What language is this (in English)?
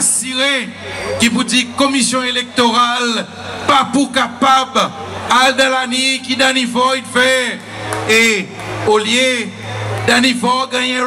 Seselwa Creole French